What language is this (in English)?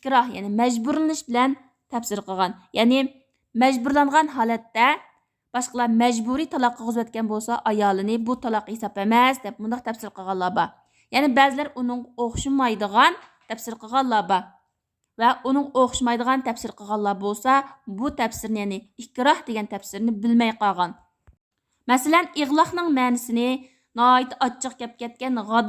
Uyghur